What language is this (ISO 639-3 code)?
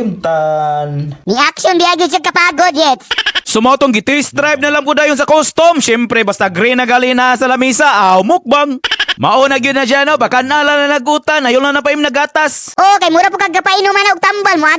ceb